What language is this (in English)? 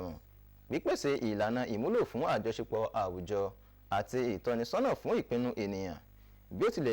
Yoruba